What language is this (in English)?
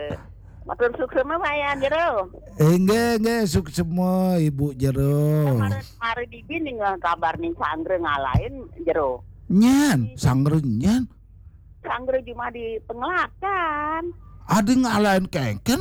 Balinese